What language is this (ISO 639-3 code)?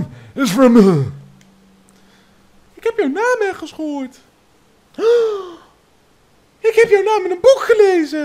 nld